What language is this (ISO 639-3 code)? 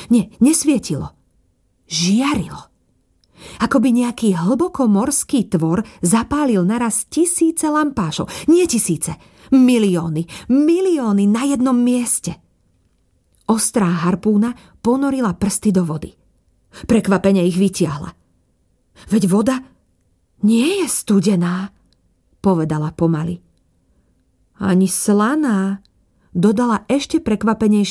slk